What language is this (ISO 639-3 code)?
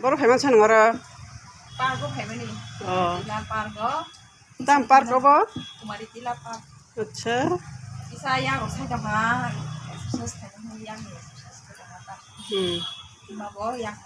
trp